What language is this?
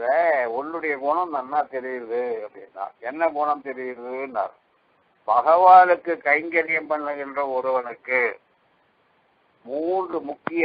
Tamil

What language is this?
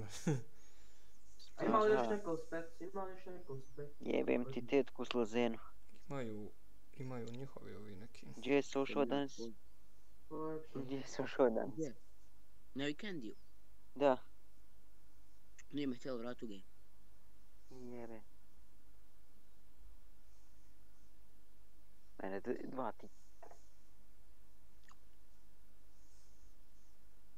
Bosnian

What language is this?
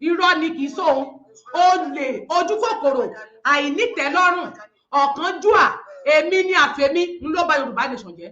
Yoruba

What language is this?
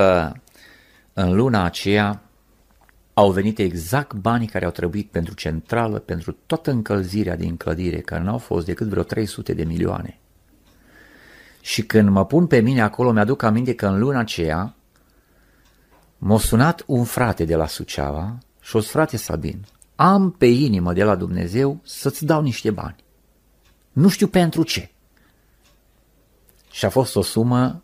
Romanian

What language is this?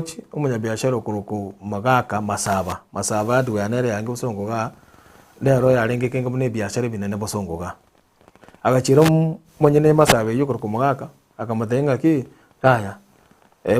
Gusii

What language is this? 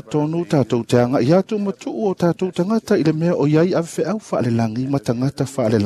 Samoan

